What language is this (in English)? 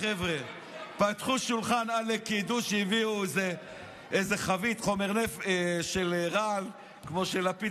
Hebrew